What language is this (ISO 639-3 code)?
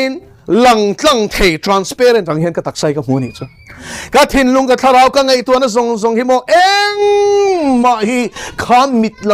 lus